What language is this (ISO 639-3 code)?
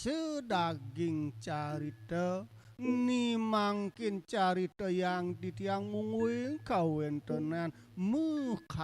ban